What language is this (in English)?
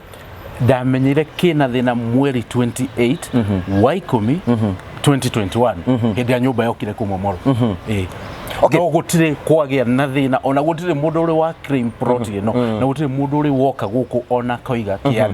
Kikuyu